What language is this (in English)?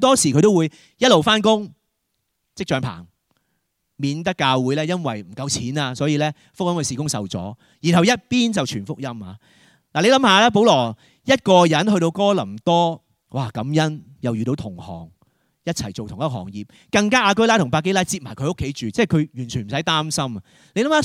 Cantonese